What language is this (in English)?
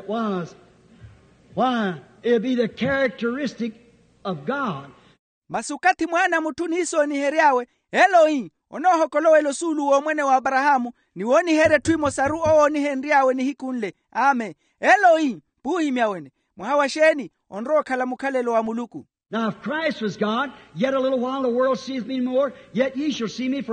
Makhuwa